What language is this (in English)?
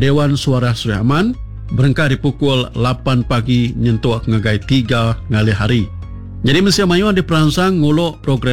Iban